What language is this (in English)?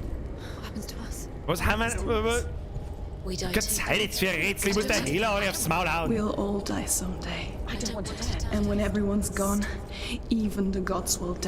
Bavarian